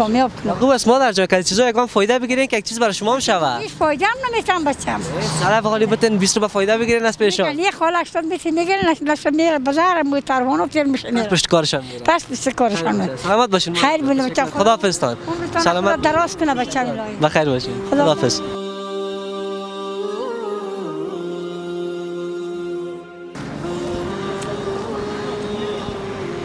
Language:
Persian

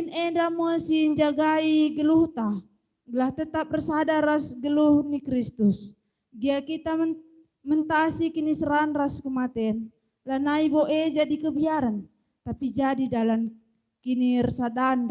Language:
Batak Karo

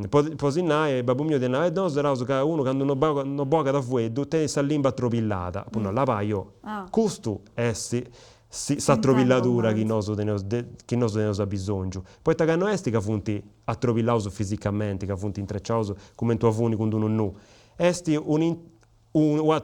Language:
Sardinian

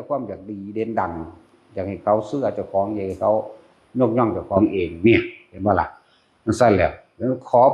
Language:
Northeastern Thai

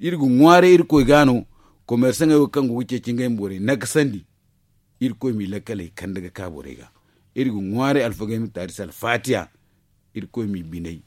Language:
Zarma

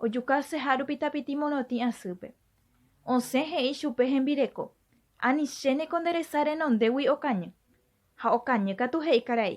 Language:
Guarani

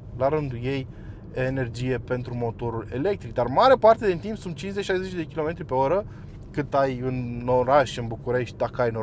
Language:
Romanian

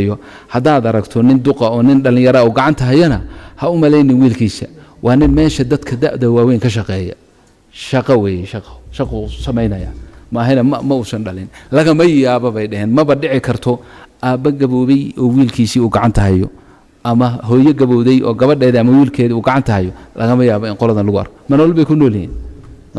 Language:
Somali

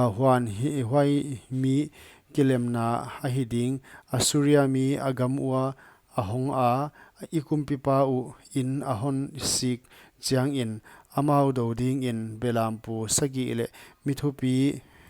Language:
Paite Chin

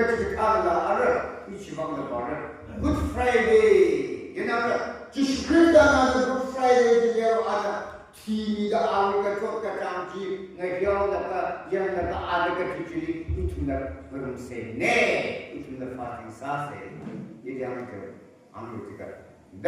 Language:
Tangkhul Naga (India)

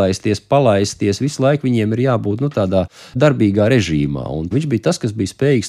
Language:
Latvian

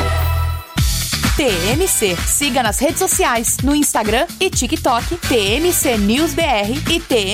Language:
Portuguese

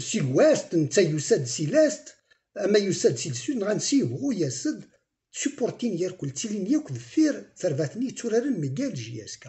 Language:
Kabyle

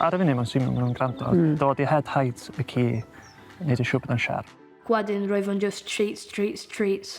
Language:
Welsh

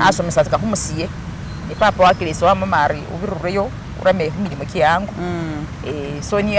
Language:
Masaaba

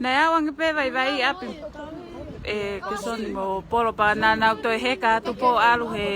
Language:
Tongan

